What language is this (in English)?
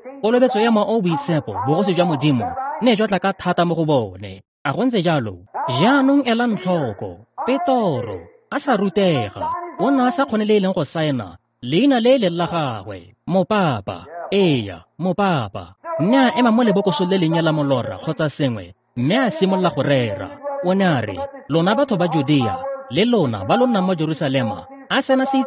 Tswana